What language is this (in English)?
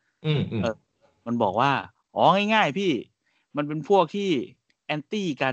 Thai